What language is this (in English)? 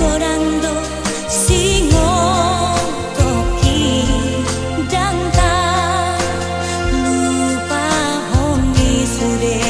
Batak Toba